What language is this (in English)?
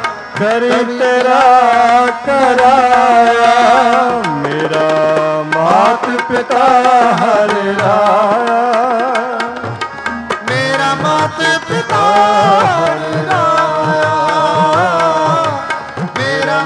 Punjabi